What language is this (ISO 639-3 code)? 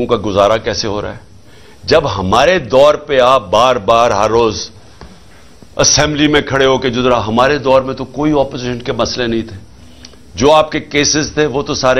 urd